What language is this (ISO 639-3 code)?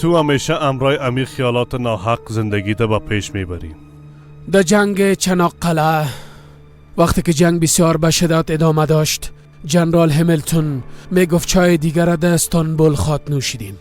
fas